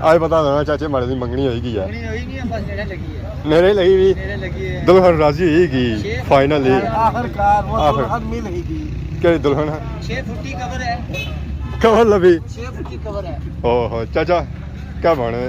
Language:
Pahari-Potwari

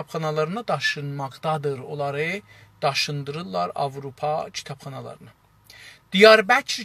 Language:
South Azerbaijani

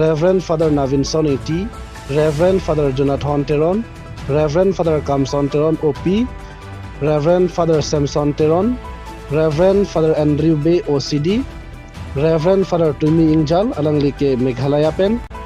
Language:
Karbi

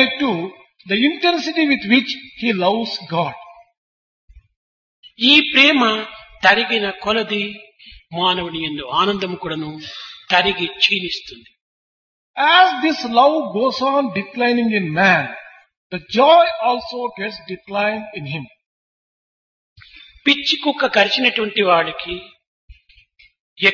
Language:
Telugu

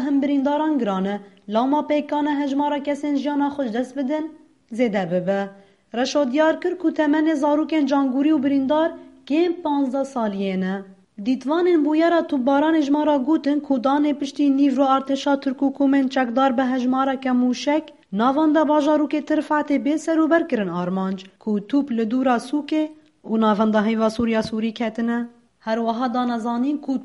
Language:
Kurdish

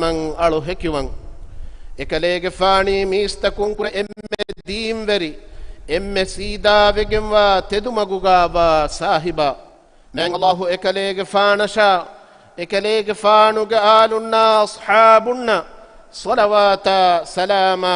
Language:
Divehi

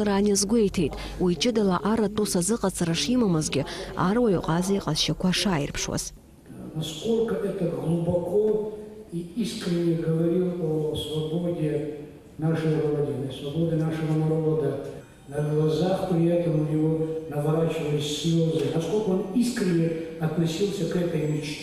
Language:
Abkhazian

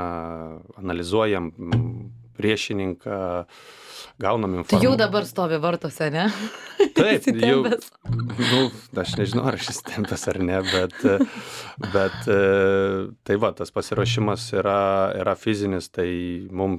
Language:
Lithuanian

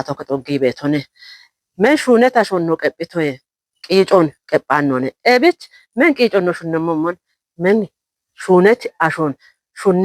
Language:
Kafa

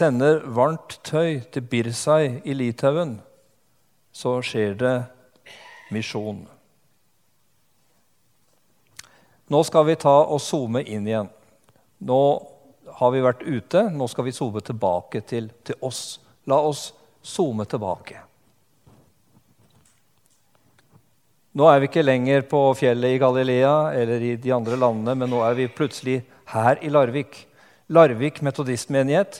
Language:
Norwegian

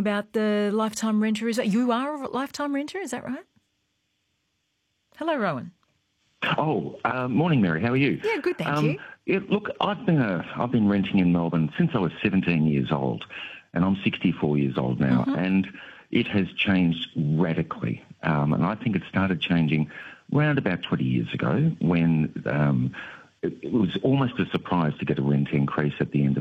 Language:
English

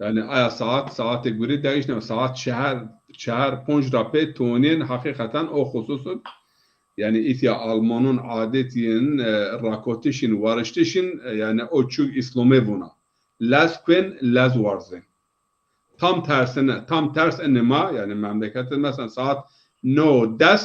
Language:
Zaza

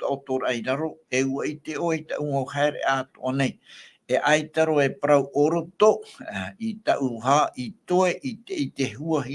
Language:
Tahitian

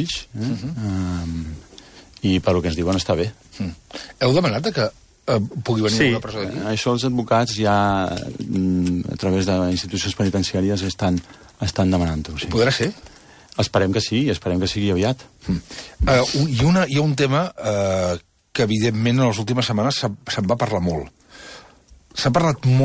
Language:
Catalan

